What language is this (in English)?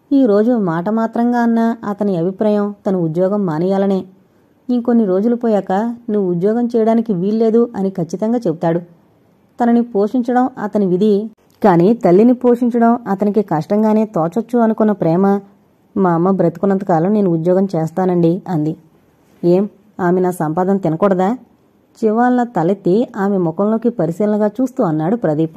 Telugu